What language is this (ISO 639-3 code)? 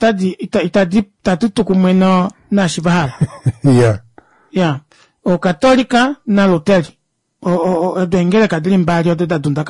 kua